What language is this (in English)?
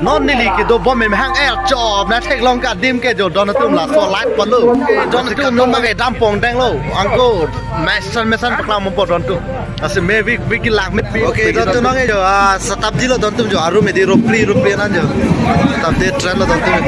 Karbi